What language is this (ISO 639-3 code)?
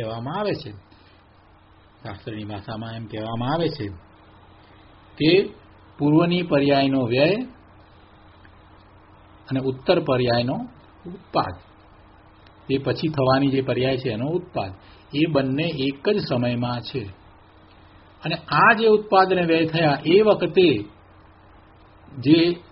guj